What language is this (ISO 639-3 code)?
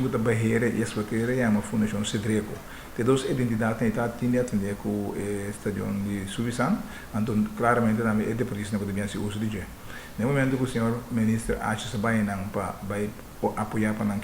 pap